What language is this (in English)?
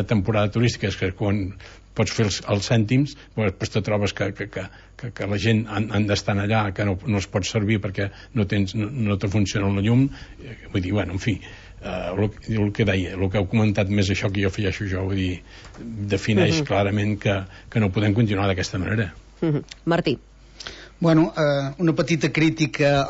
Catalan